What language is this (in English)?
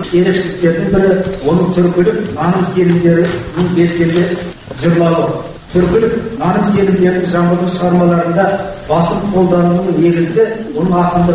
Kazakh